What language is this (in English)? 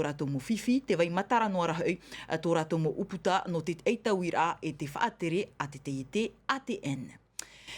Tahitian